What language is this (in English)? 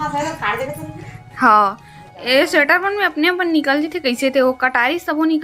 Chhattisgarhi